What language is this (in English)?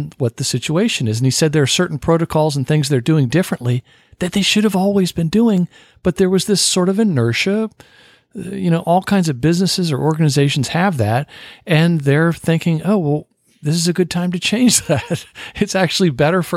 English